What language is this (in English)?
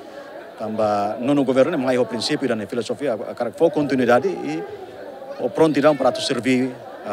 Tetum